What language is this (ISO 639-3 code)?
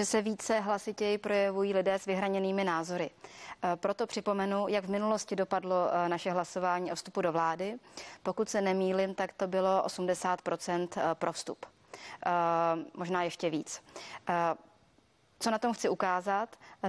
ces